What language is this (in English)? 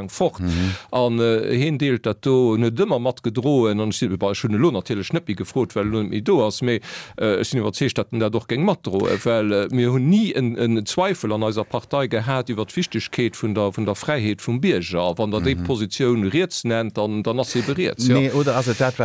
Luxembourgish